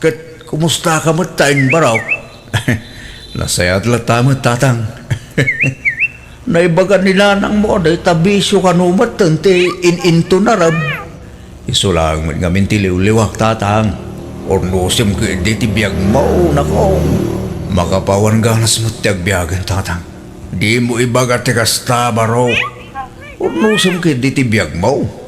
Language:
Iloko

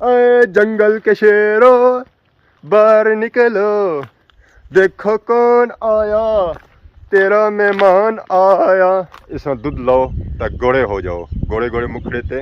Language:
Pahari-Potwari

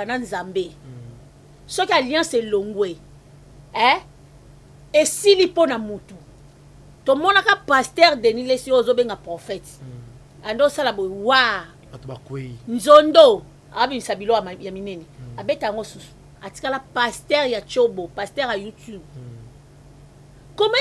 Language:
Lingala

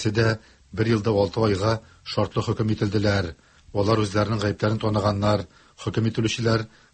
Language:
Tatar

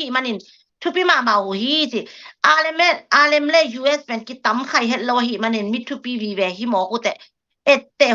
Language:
Tedim Chin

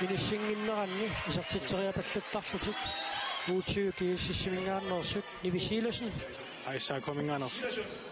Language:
Kalaallisut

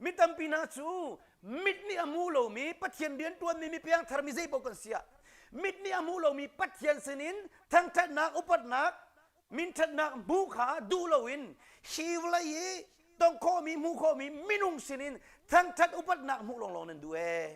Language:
Hakha Chin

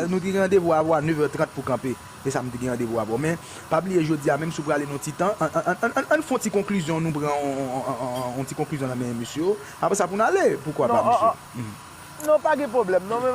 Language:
Haitian Creole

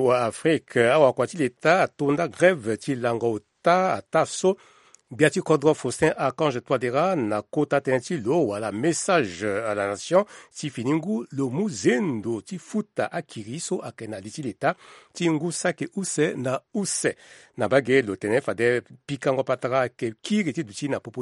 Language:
Sango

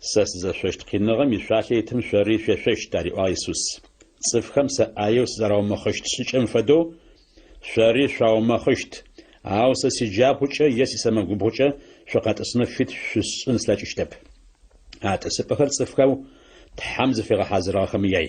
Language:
Adyghe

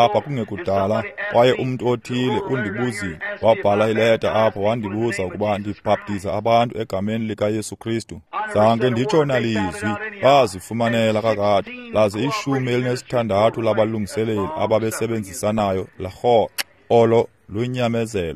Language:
Xhosa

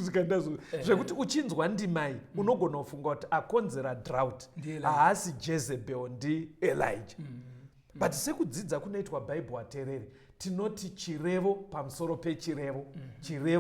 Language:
Shona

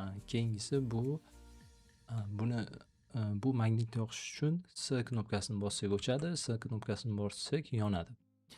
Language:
Uzbek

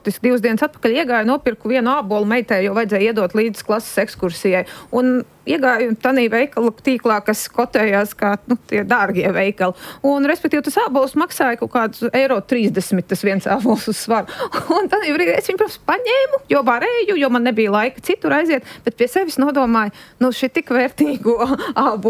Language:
Latvian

